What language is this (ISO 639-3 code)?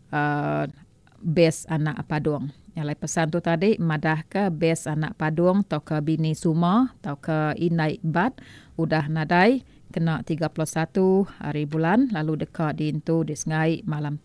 iba